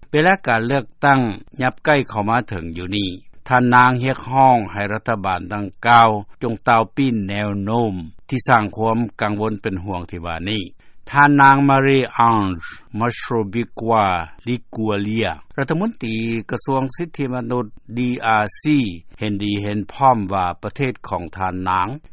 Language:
Lao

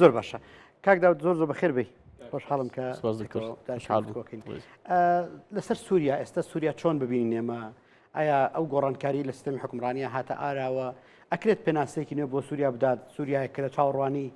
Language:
Central Kurdish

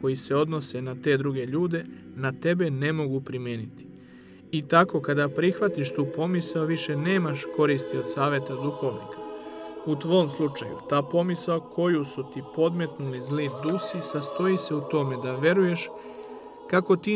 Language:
Serbian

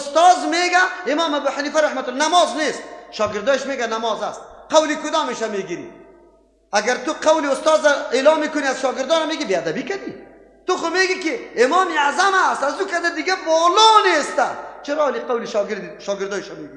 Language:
Persian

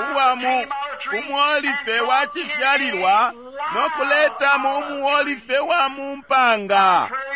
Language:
Bemba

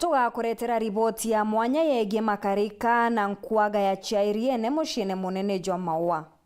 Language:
Meru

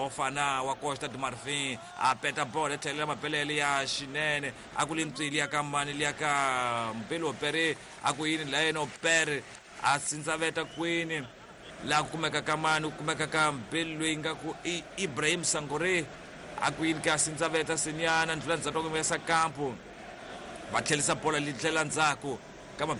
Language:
Tsonga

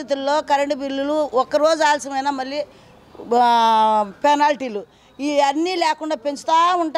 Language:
Telugu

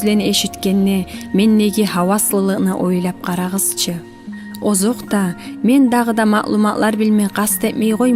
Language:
Kumyk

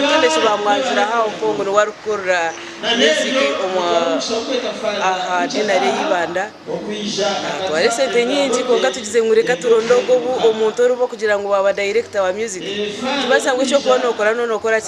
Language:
Nyankole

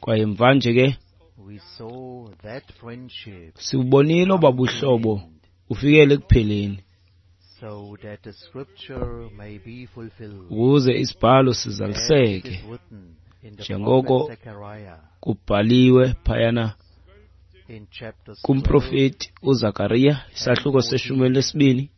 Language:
Xhosa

